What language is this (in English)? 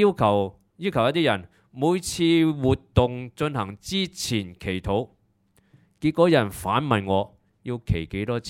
Cantonese